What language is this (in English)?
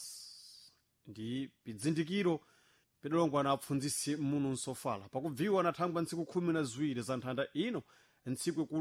Sena